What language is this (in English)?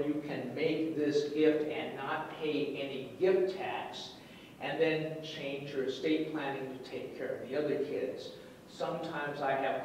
English